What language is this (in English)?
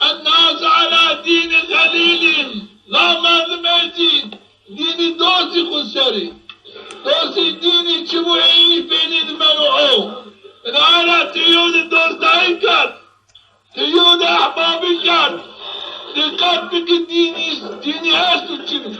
Zaza